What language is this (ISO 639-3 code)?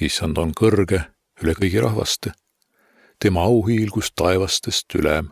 est